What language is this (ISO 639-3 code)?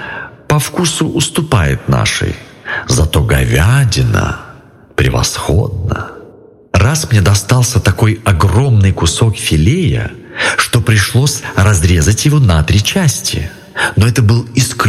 rus